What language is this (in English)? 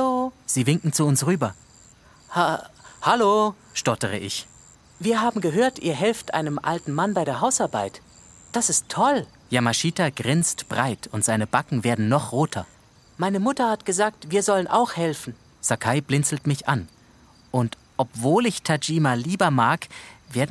Swiss German